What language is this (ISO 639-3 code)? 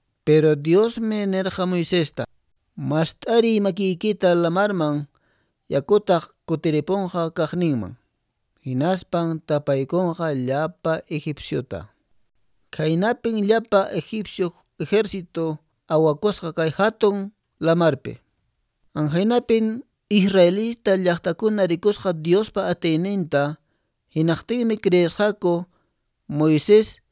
que